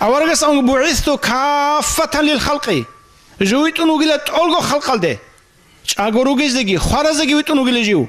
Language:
Avaric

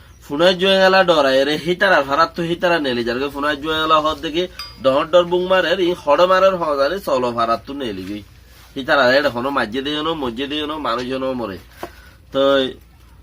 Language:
Rohingya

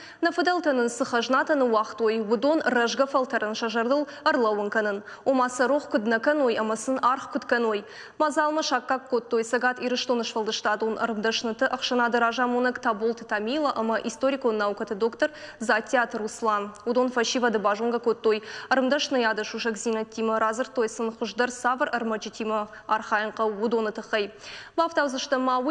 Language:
Ossetic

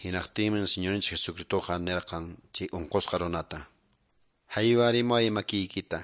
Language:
Quechua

